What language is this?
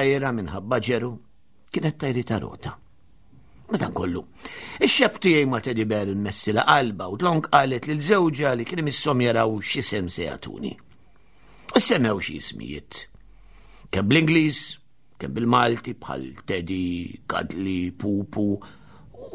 Maltese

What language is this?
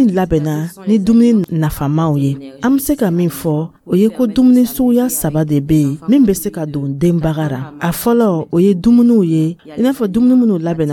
Dyula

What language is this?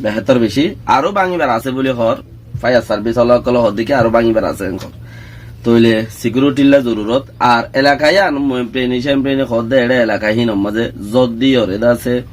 Rohingya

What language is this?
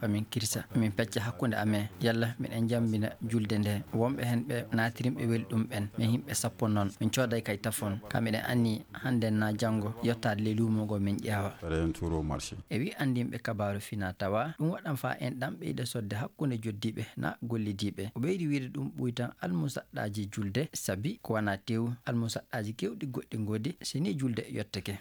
Fula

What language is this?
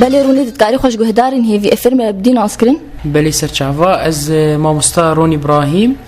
Kurdish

